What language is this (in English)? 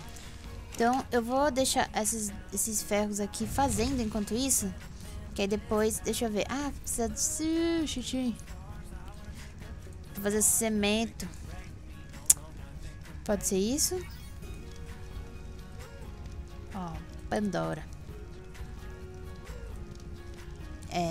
Portuguese